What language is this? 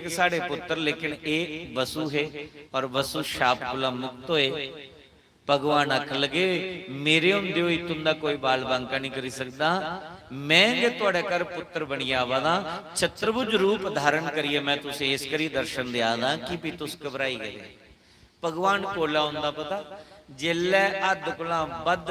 Dogri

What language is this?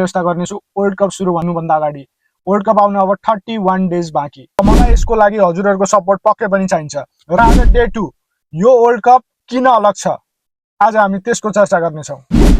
Nepali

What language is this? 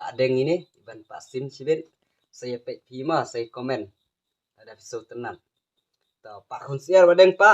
Khasi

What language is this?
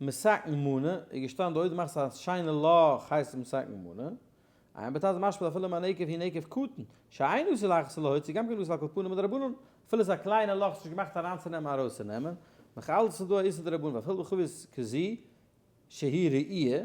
Yiddish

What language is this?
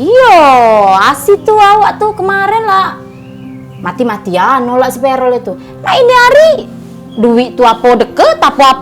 Musi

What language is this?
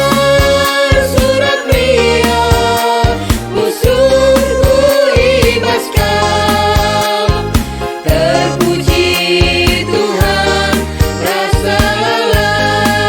Batak Karo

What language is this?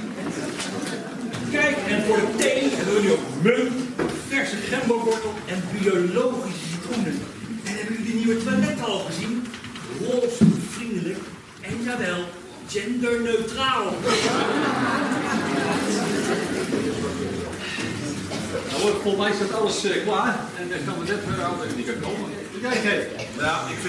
Dutch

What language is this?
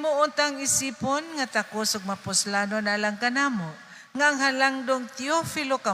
Cebuano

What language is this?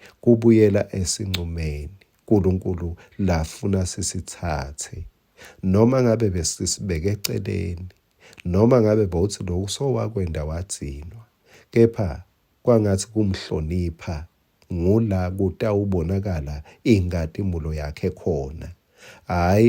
Swati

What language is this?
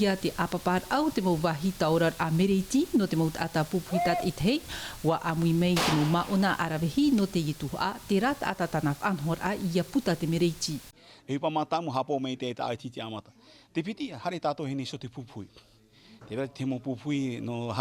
Tahitian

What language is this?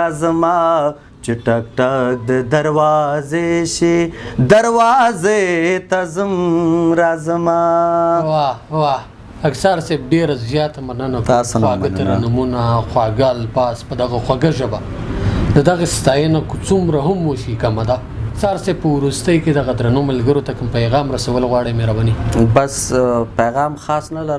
Pashto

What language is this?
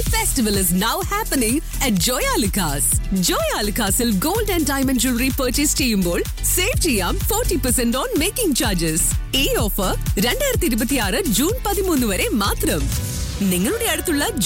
Malayalam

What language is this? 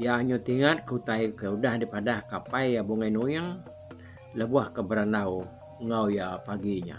Iban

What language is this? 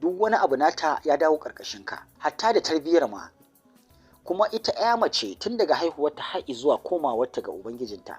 Hausa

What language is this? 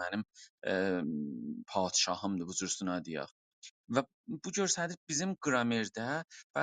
South Azerbaijani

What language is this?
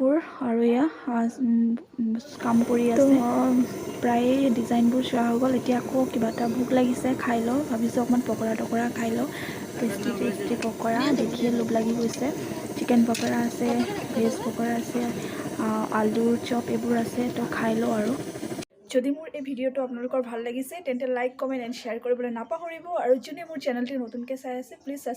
Assamese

